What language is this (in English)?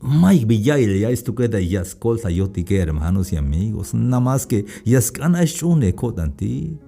Tzeltal